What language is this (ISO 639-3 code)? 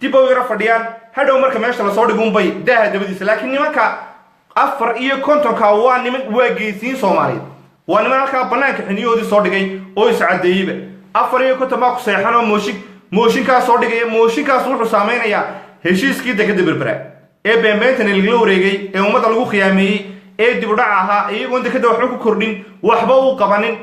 som